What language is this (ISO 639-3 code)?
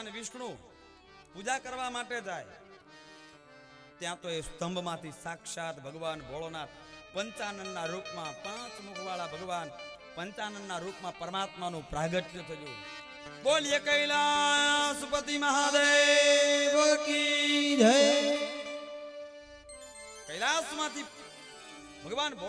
guj